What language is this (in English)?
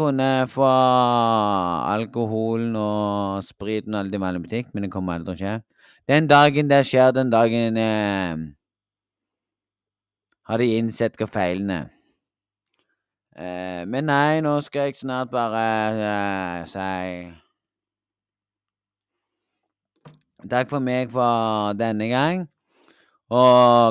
Norwegian